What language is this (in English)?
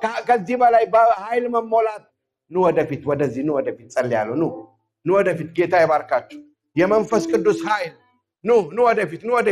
Amharic